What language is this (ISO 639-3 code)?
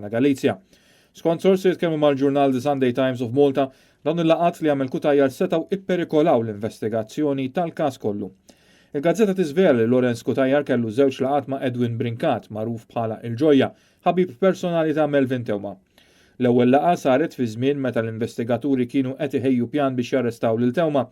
mlt